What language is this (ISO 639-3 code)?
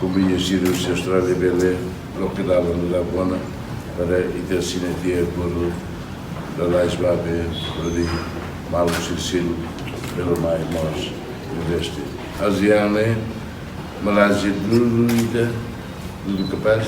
tet